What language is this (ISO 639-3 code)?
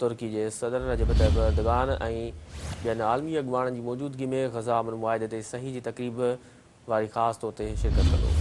snd